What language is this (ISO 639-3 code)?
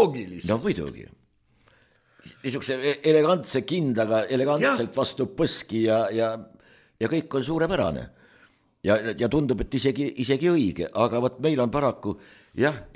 est